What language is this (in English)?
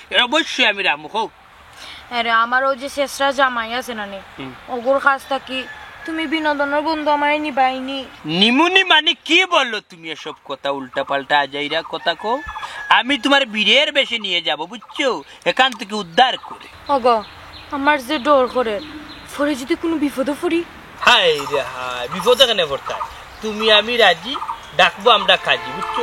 Sylheti